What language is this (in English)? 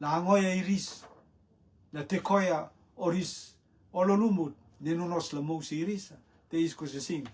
Rotuman